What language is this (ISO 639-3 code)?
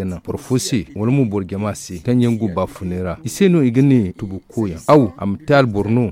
dje